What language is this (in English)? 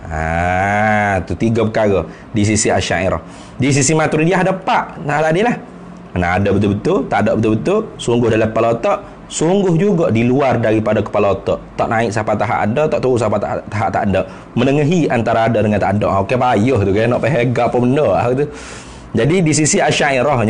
Malay